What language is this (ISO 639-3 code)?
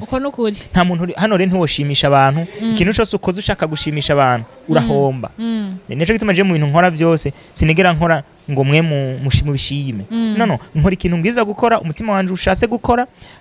run